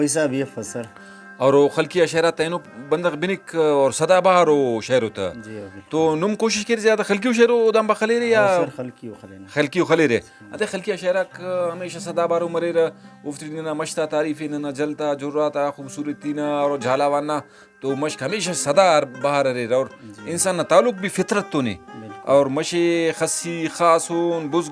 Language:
Brahui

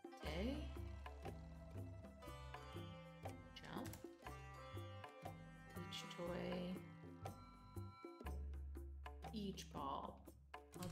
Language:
English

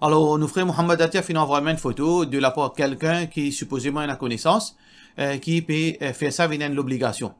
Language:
Morisyen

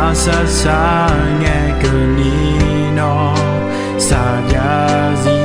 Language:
Akha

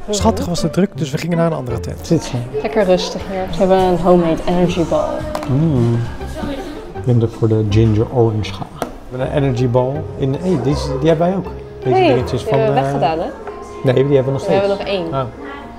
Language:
Dutch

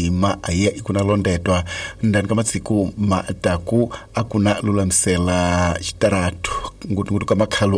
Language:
Tsonga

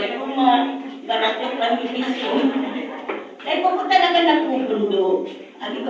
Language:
Bikol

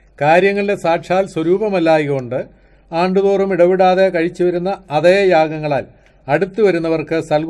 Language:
Malayalam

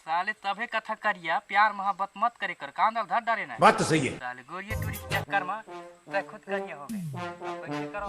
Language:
Chhattisgarhi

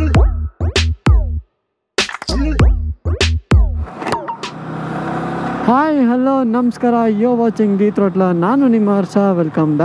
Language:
Kannada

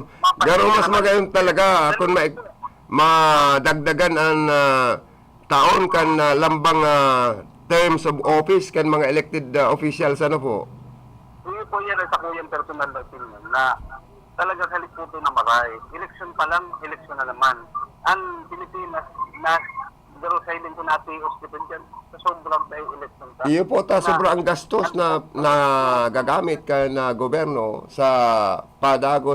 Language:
Bikol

